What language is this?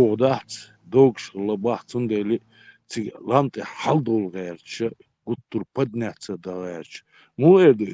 Chechen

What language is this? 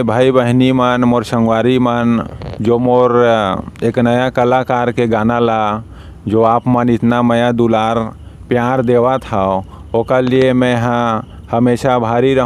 Chhattisgarhi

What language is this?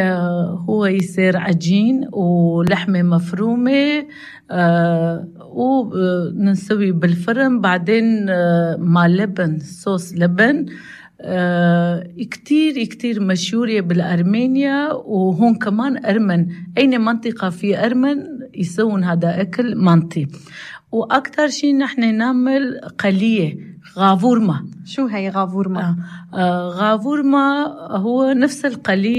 North Levantine Arabic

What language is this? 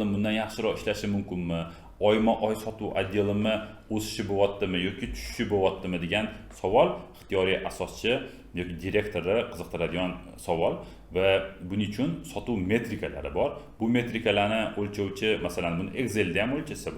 Uzbek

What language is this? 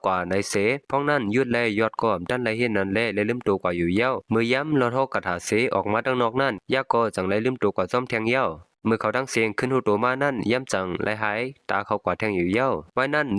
Shan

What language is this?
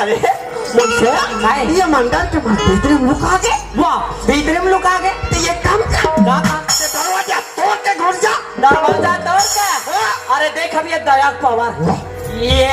Chhattisgarhi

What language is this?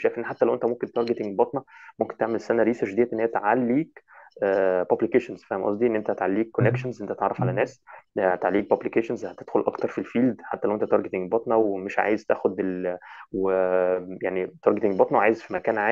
Egyptian Arabic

